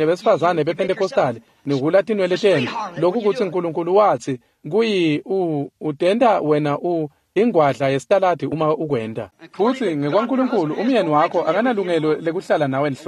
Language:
Swati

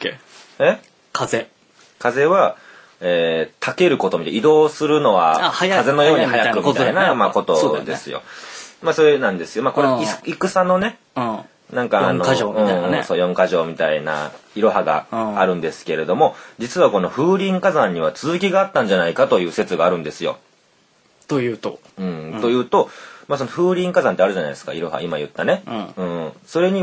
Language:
Japanese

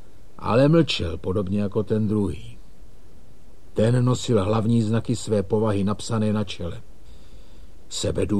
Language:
Czech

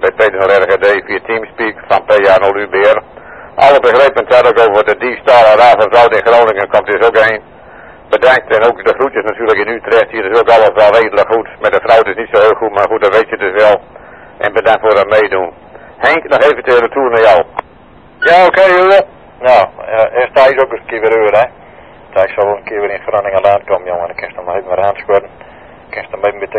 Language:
Dutch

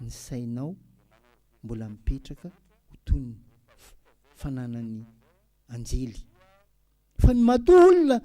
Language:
Malagasy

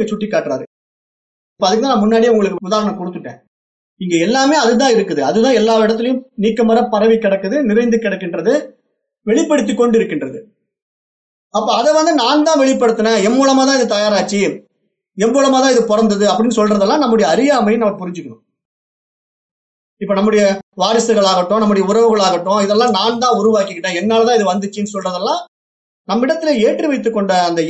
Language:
Tamil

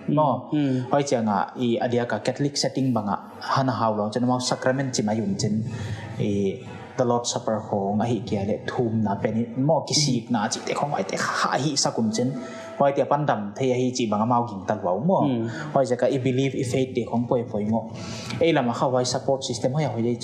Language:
Paite Chin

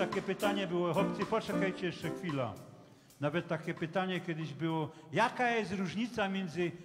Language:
Silesian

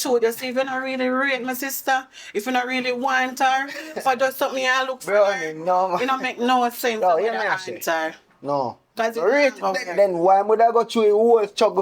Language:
Jamaican Creole English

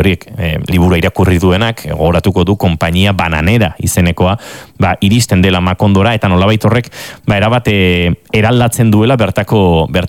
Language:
Basque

